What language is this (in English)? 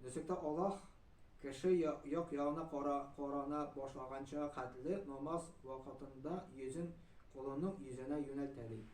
Tatar